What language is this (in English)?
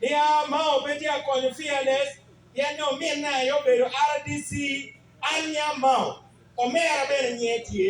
Acoli